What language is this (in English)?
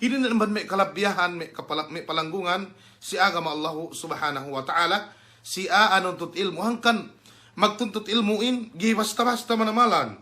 Yakan